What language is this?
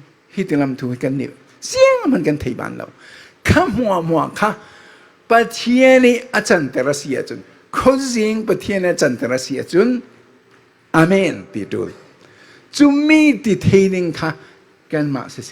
Falam Chin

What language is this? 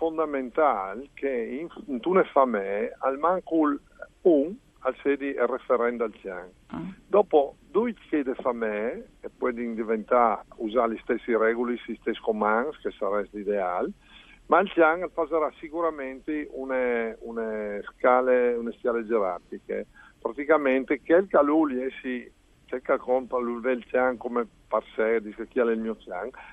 Friulian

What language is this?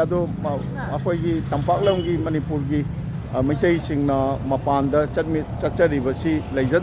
Manipuri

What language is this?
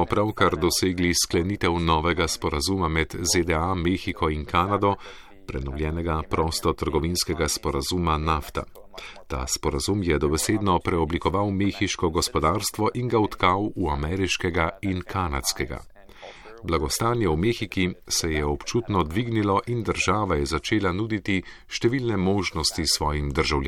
Slovenian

